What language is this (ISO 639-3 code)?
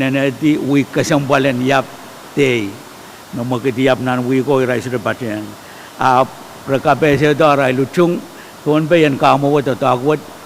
pon